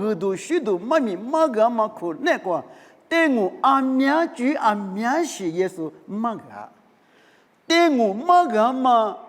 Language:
Lisu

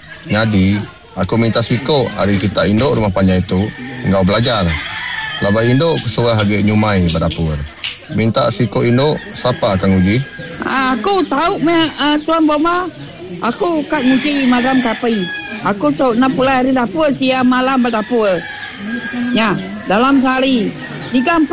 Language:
Iban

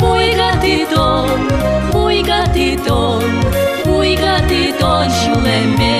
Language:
Udmurt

